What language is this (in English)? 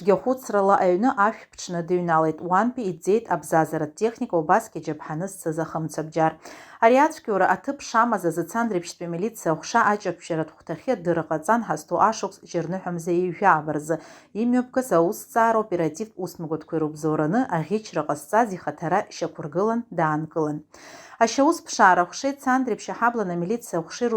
Abkhazian